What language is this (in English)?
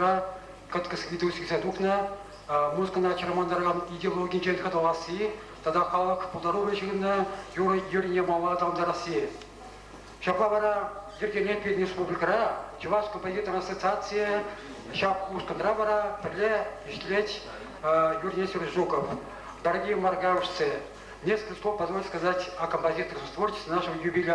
Chuvash